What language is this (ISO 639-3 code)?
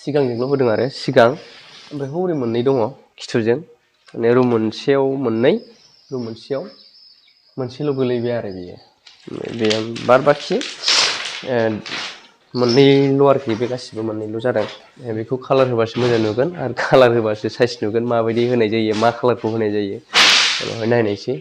brx